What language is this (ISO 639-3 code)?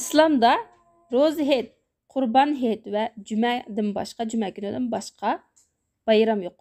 uig